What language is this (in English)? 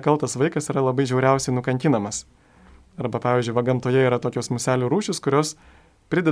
Lithuanian